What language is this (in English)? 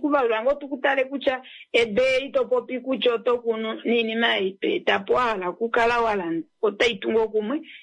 Kuanyama